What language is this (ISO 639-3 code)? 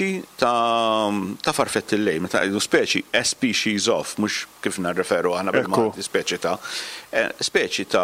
mlt